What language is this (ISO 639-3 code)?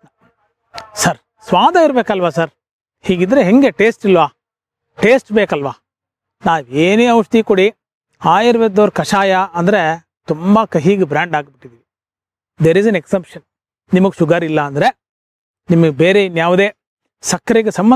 kan